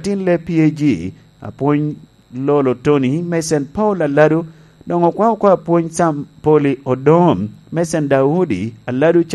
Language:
Lango (Uganda)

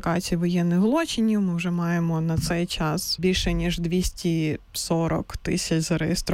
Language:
Ukrainian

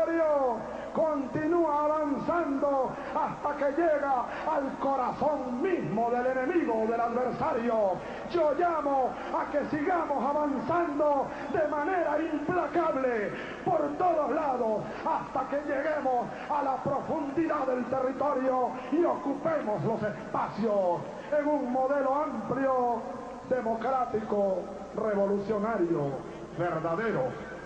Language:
Spanish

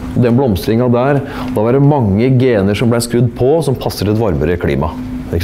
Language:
Norwegian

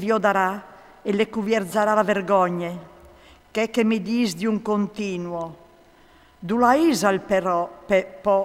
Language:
Friulian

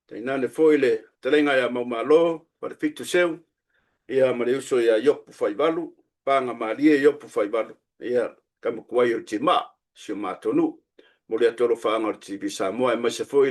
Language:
Samoan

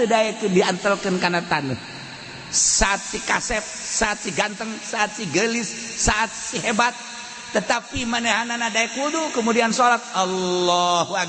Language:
Sundanese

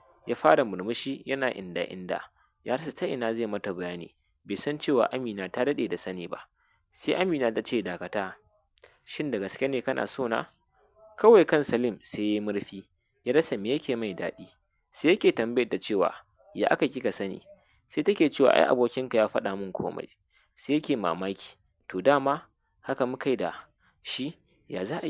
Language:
Hausa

